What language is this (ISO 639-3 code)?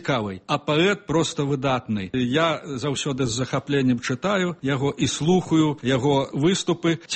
bel